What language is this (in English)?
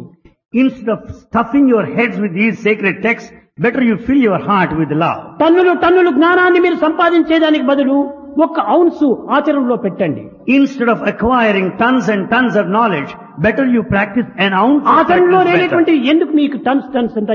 Telugu